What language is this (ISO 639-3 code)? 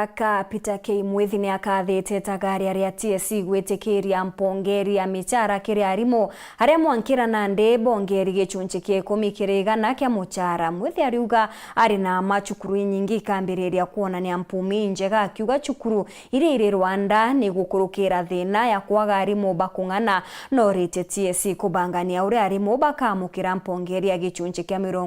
mer